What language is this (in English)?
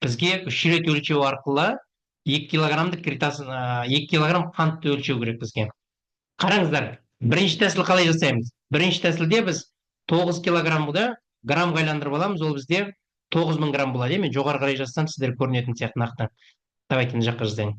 Kazakh